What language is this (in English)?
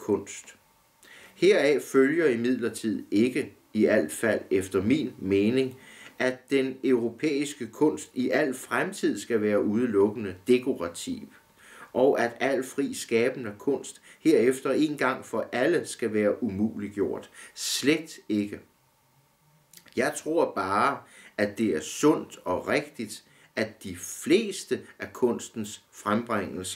Danish